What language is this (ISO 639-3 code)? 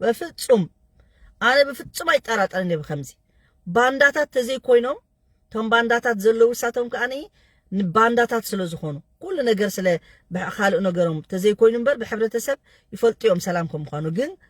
tir